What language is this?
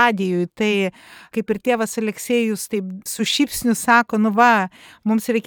Lithuanian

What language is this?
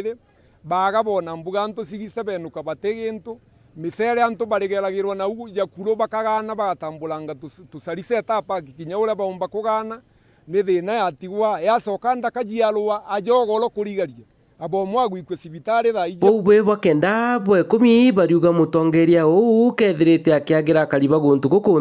Meru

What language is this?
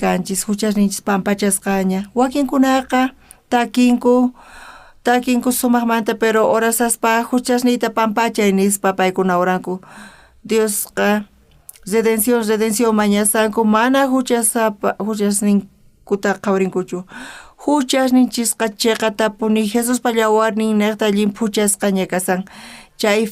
South Bolivian Quechua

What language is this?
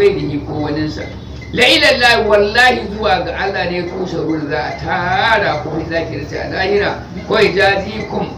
Hausa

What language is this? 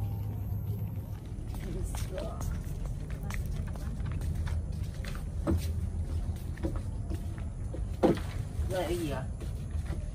Vietnamese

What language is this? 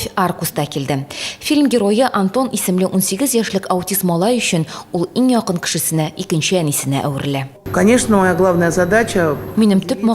Tatar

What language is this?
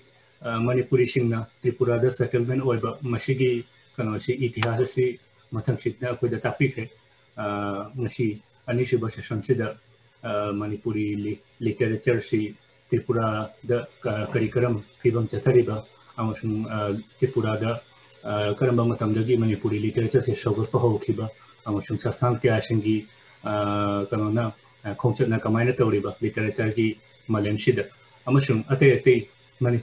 Manipuri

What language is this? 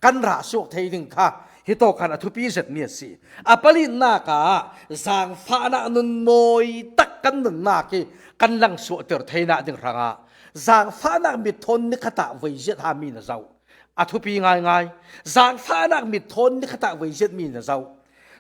Falam Chin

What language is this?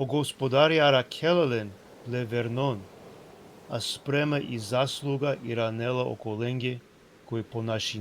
Balkan Romani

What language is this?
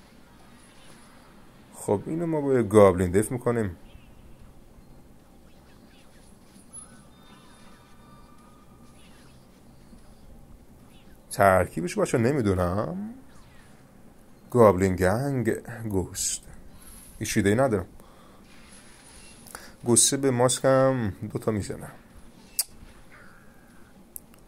Persian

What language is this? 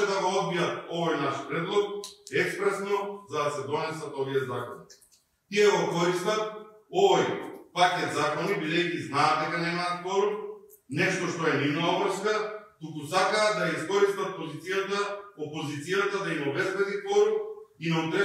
Macedonian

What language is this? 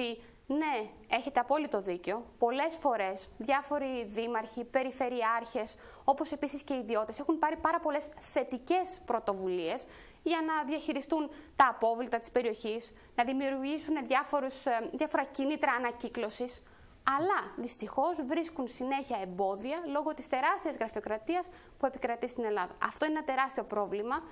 Greek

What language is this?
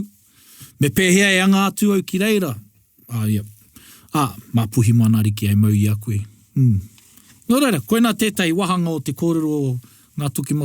Māori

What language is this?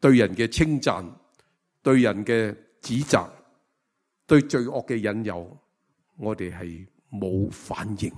Cantonese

